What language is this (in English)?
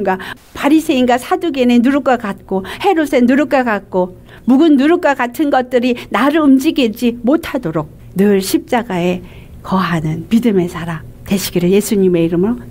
Korean